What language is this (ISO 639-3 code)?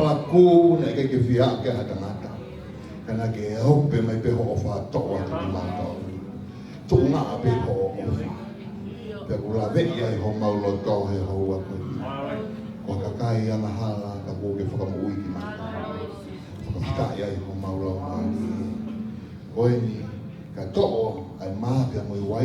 ton